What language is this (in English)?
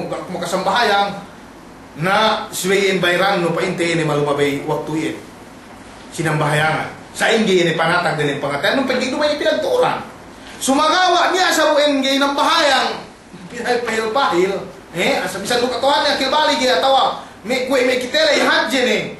Yakan